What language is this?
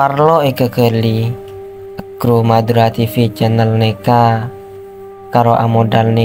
Madurese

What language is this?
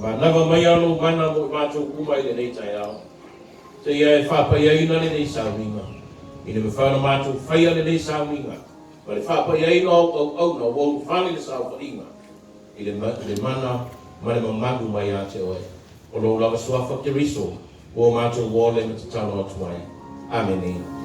Samoan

